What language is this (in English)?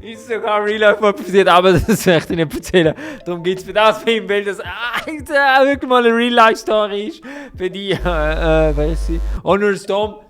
Swiss German